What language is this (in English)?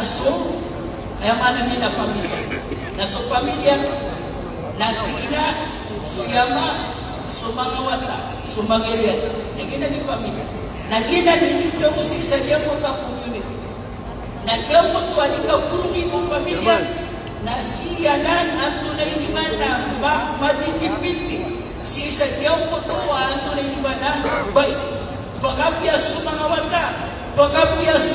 Maranao